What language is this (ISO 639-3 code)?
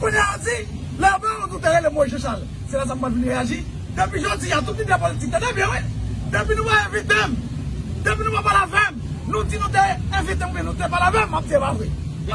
hat